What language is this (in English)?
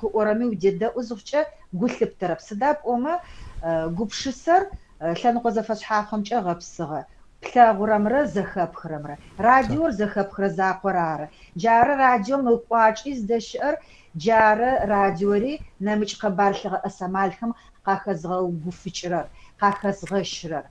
Adyghe